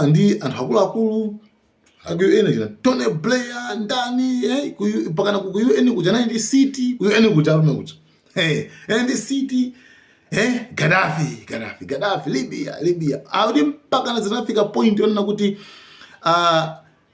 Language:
Nyanja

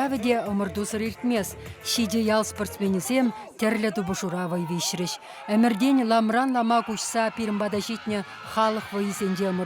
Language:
Chuvash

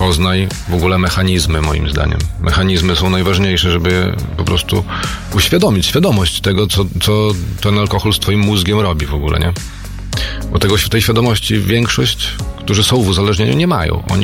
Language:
Polish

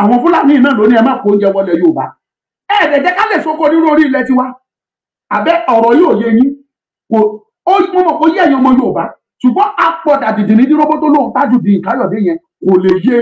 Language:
Yoruba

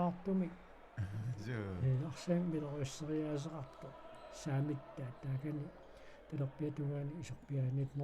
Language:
Kalaallisut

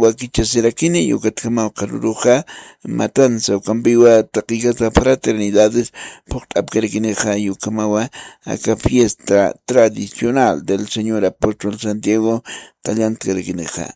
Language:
Aymara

